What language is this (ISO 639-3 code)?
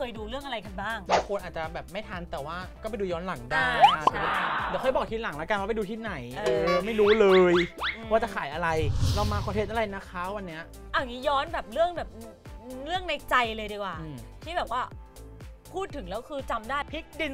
tha